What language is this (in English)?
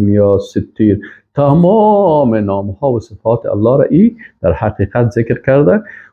Persian